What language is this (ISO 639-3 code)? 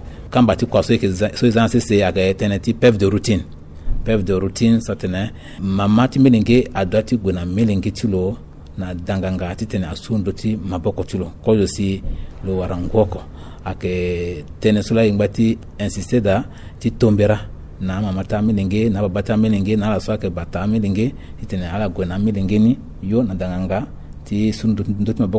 sag